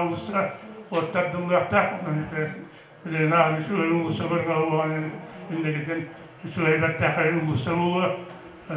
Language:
Yakut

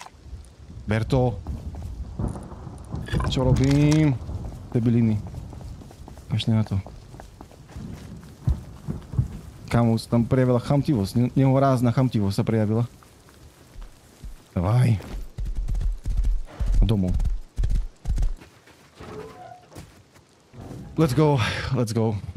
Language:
Slovak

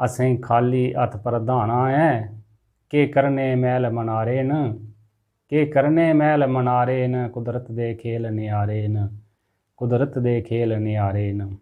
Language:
Dogri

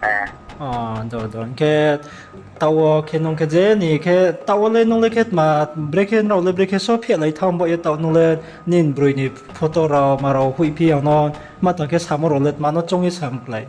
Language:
Riang (India)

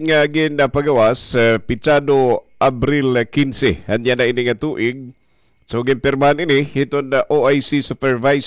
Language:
Waray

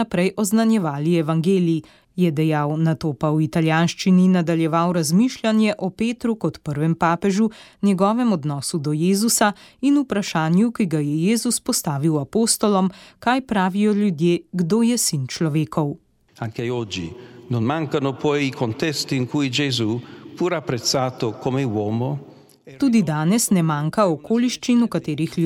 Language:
Slovenian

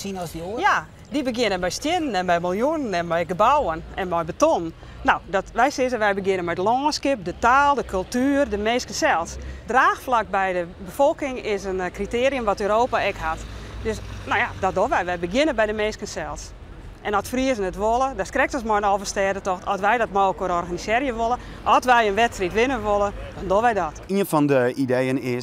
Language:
Western Frisian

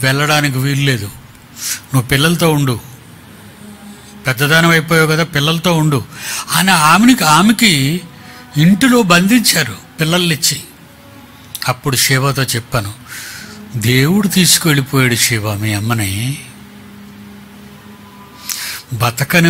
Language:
Telugu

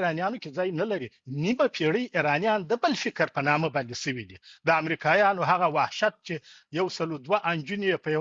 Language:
Pashto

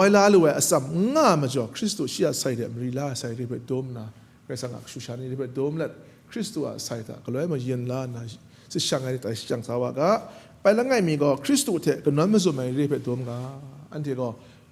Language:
Kachin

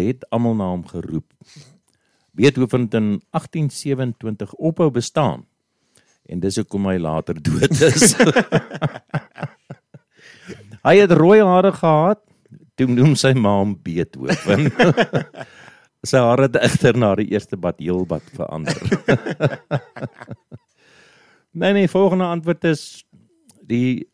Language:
Afrikaans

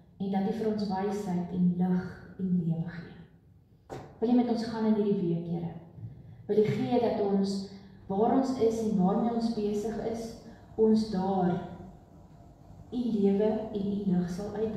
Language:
Afrikaans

